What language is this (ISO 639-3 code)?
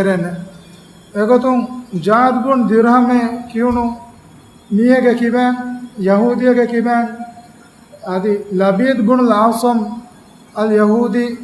div